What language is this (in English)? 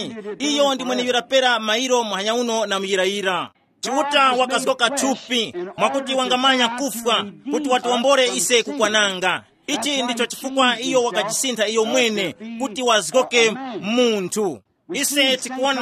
Tumbuka